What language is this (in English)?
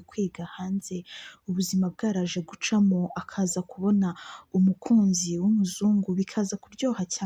Kinyarwanda